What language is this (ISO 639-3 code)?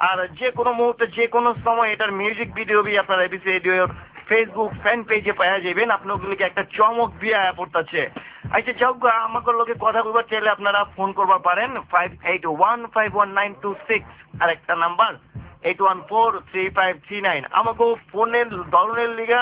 ben